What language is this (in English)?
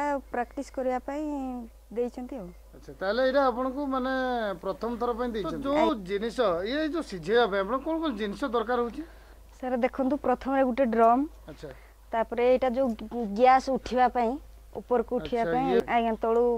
Odia